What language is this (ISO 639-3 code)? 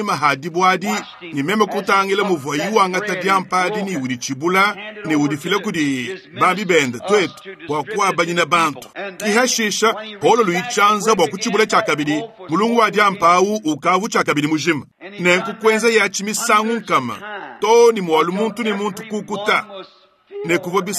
lua